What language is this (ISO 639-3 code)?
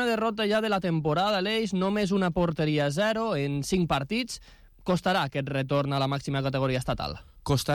cat